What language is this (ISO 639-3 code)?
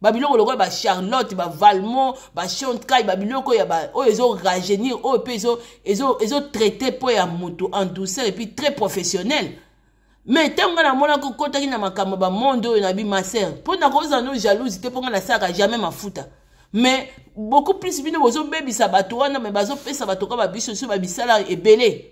lin